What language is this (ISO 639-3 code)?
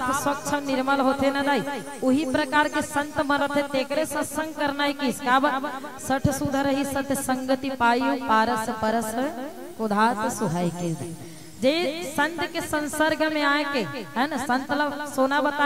hne